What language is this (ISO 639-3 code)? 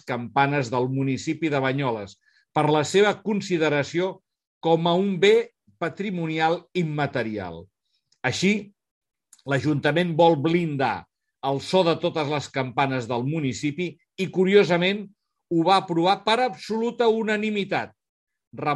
cat